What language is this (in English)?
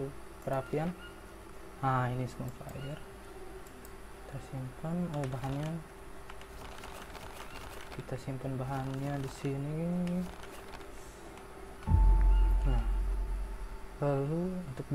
Indonesian